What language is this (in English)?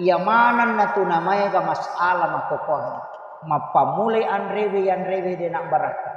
Buginese